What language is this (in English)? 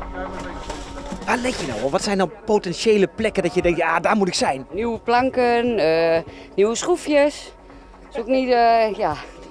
Dutch